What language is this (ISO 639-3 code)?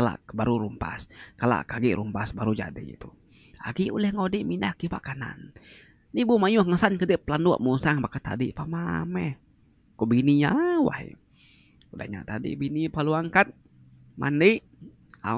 iba